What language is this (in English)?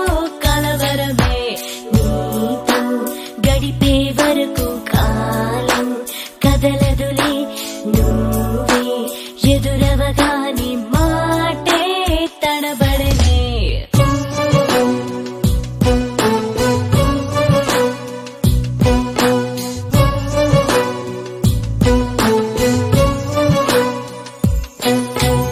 Telugu